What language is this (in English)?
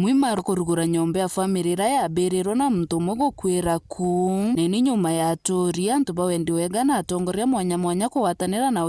Meru